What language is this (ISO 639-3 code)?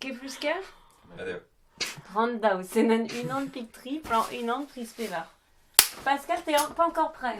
bre